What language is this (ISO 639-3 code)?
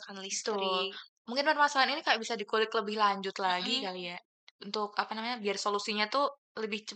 ind